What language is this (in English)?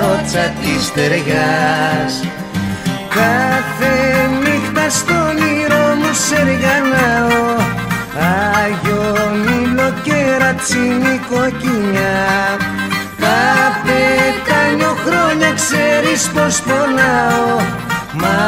Greek